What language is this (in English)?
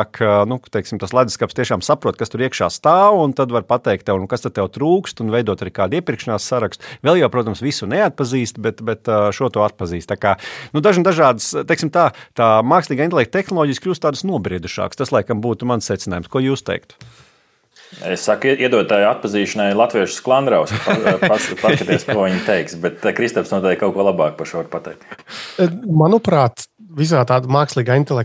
Latvian